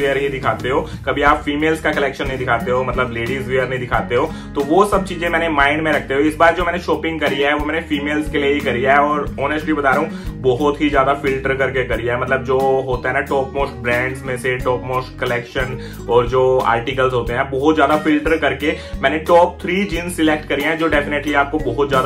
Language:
Hindi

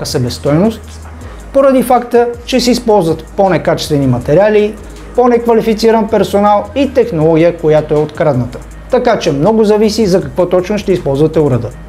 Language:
Bulgarian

